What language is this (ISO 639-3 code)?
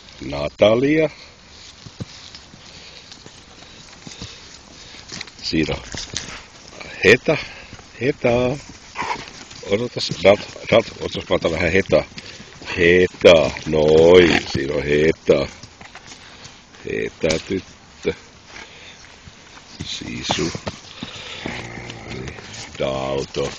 fin